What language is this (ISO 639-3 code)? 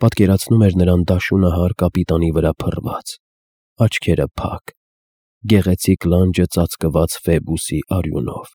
hye